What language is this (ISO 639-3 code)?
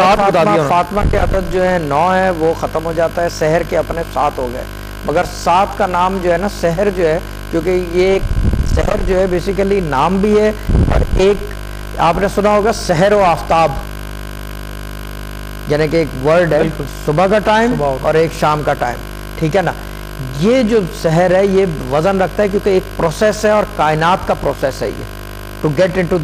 urd